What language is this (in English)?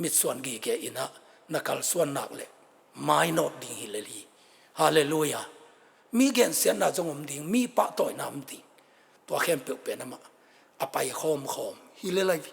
Tedim Chin